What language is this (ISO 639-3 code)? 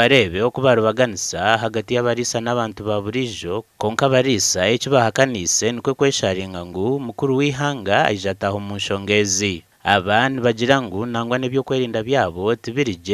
nyn